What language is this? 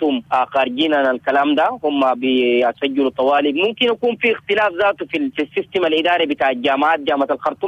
Sudanese Arabic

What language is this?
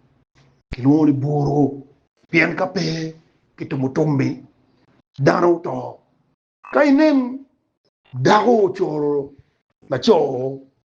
Acoli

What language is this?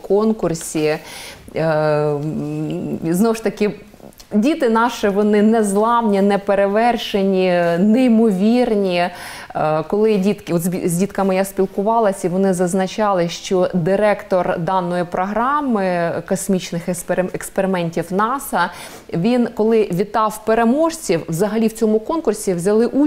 Ukrainian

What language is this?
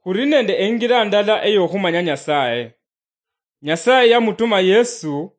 Luyia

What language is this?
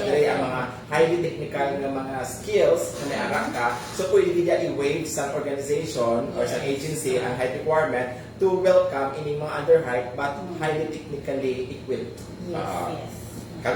Hiligaynon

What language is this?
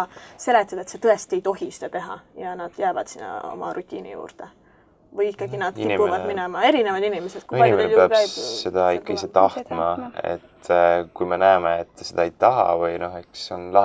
Estonian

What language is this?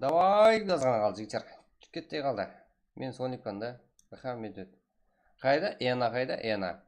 Kara-Kalpak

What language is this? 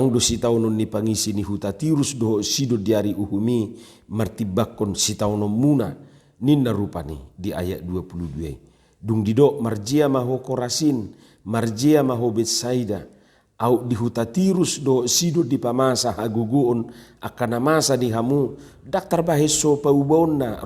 Batak Toba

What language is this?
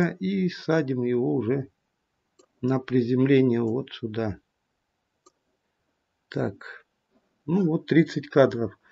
Russian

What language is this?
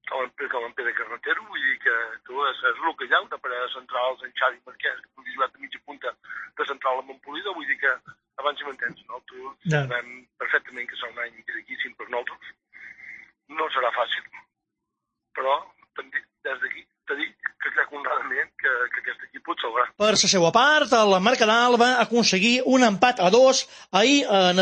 Catalan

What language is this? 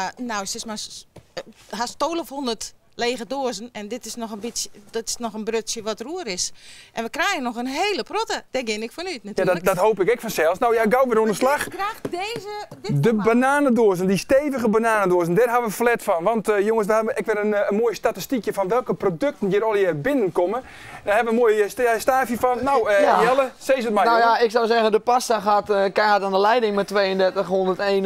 Western Frisian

